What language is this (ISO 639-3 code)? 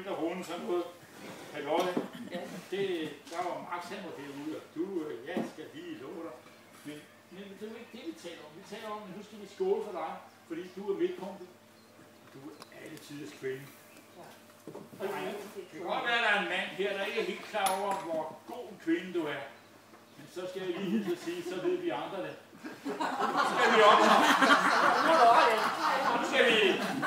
dan